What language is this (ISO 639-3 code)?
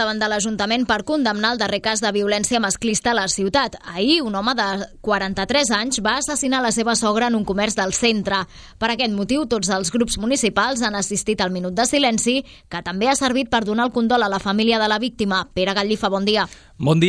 cat